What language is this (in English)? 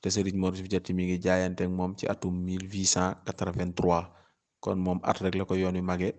Wolof